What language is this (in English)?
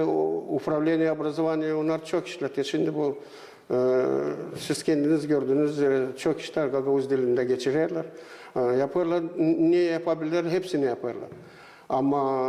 Gagauz